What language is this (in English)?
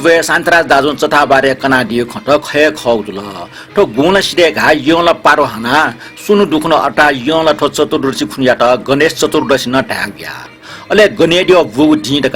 Newari